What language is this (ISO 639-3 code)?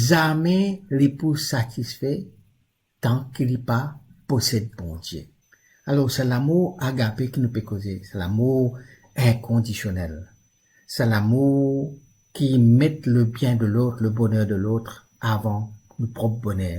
mfe